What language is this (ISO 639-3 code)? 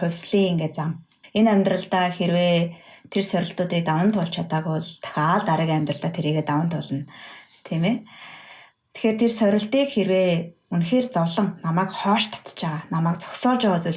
mon